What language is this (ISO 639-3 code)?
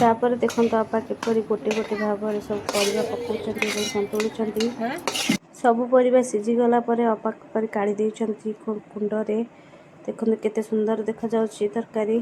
ori